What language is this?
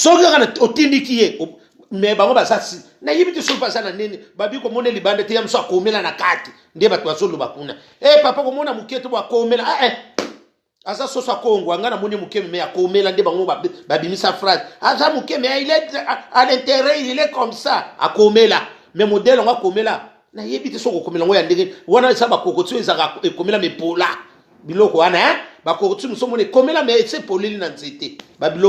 Lingala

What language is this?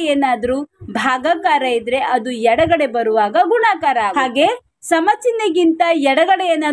Kannada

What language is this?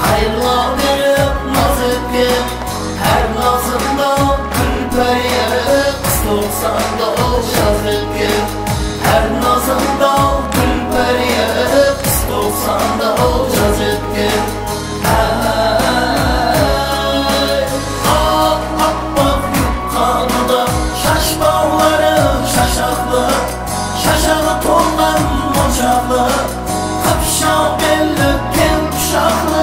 Kara-Kalpak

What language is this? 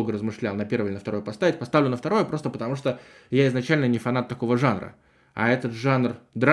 Russian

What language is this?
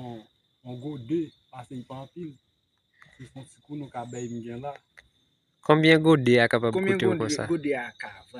Haitian Creole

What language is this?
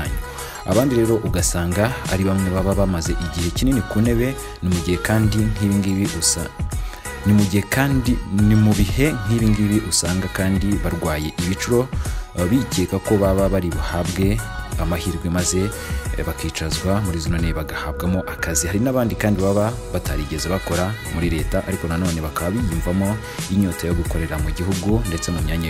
Kinyarwanda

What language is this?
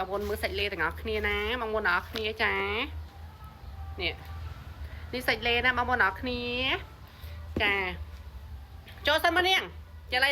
Khmer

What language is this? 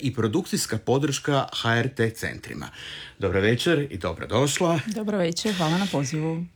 Croatian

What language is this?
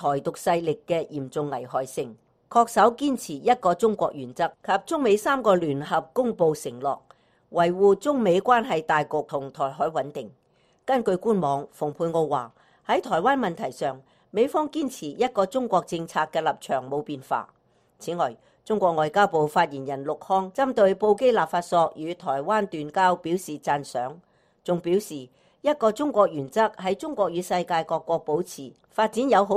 Cantonese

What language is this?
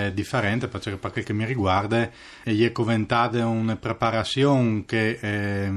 Friulian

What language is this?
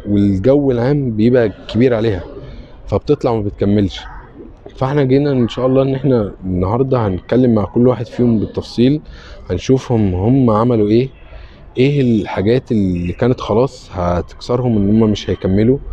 Egyptian Arabic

